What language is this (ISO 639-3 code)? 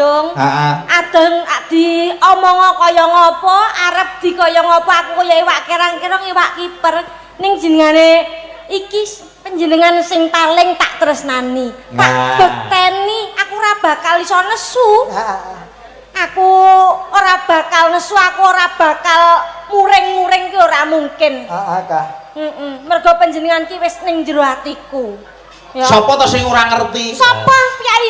jav